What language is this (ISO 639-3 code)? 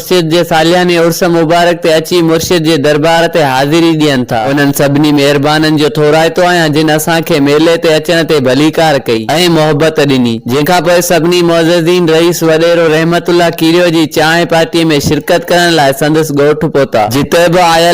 snd